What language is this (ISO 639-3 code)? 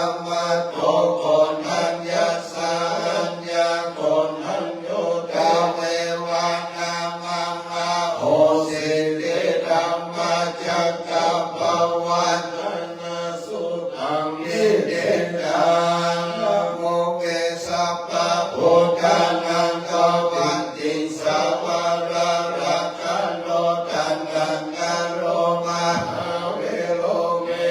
pli